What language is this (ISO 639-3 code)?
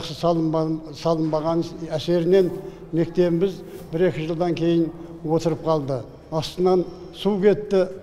kaz